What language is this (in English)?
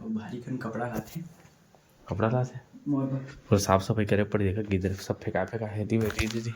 Chhattisgarhi